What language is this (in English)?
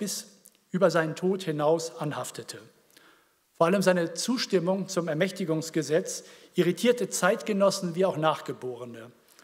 German